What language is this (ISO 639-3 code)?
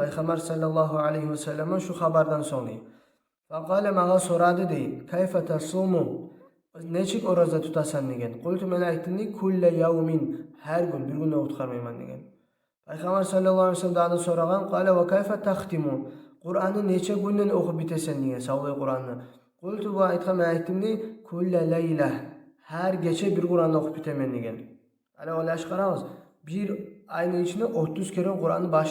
kum